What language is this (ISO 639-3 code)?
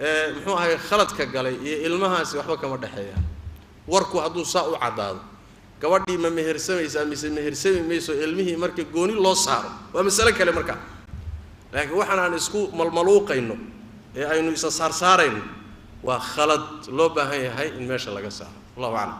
som